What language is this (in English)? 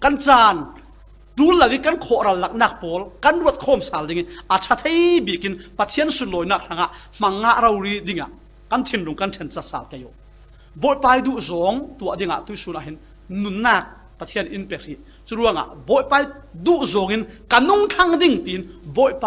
Falam Chin